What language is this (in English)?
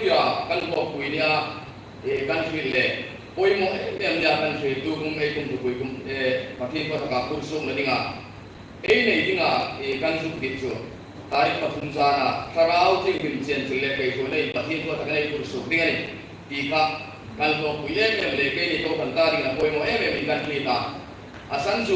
Hmar